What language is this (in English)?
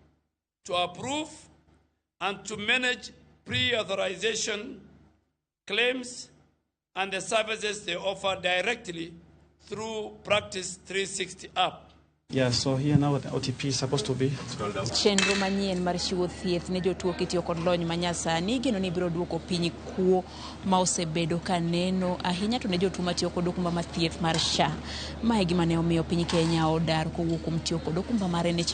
Luo (Kenya and Tanzania)